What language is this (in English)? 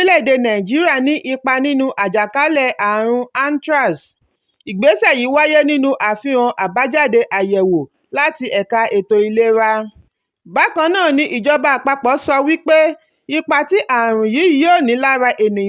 Yoruba